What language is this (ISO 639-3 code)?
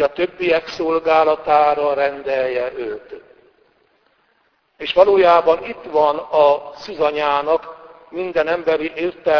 hun